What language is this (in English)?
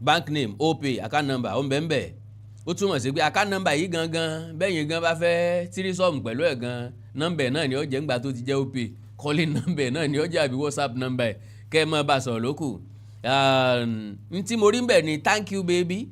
Yoruba